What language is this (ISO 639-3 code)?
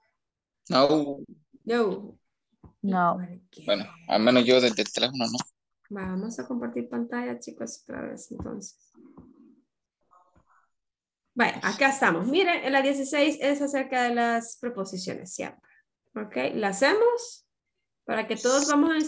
spa